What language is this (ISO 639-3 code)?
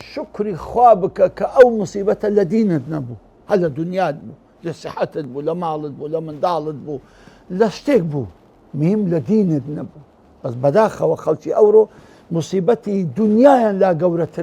ckb